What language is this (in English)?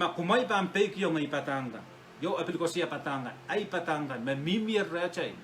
Pohnpeian